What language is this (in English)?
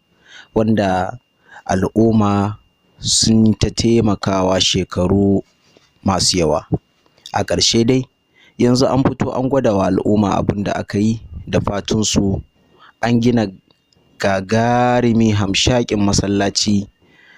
Hausa